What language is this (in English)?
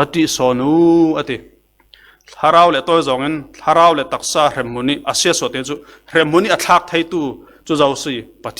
Falam Chin